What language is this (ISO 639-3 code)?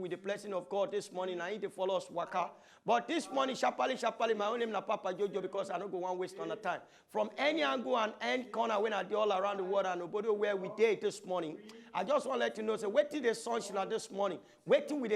pcm